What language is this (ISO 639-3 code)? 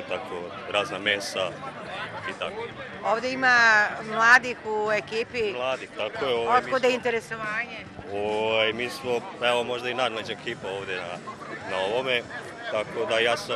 srp